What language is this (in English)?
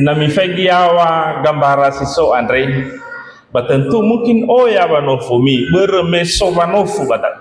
Nias